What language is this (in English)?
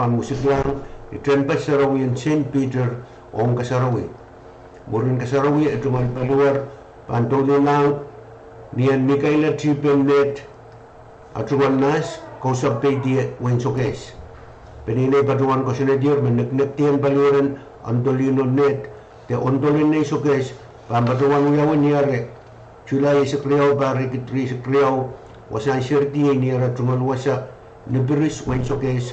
Pohnpeian